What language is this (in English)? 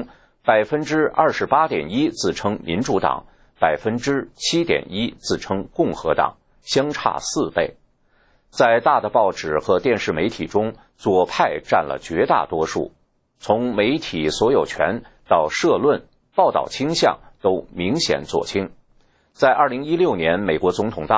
Chinese